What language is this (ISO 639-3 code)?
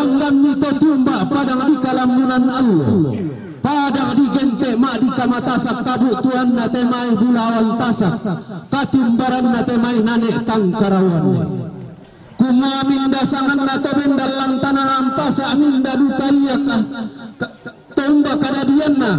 sda